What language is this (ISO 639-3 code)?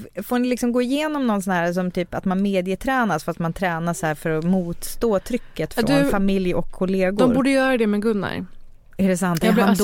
swe